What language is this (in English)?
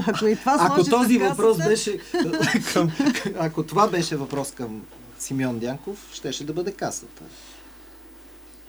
Bulgarian